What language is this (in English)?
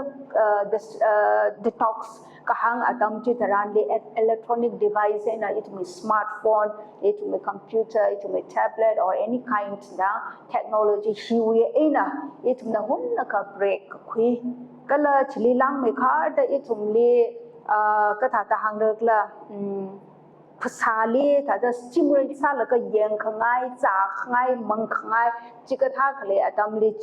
Tangkhul Naga (India)